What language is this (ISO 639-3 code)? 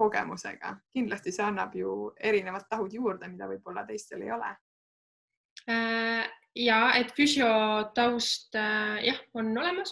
est